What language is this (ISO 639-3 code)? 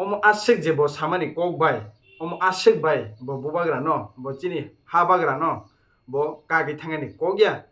trp